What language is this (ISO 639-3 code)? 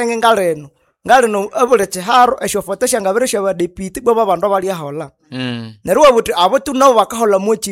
nnb